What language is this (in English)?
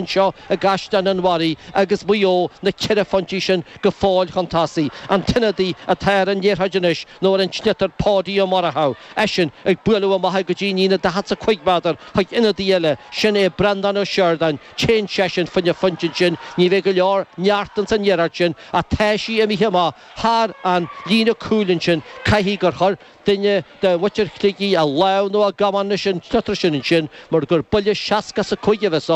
Irish